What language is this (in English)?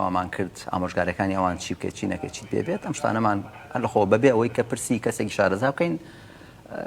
Central Kurdish